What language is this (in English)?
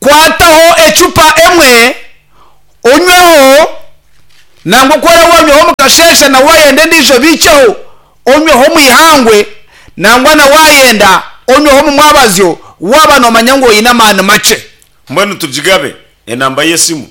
Nyankole